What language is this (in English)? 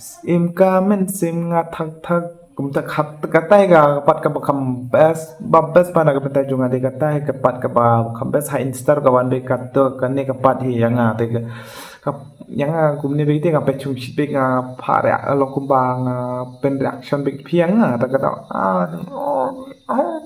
Khasi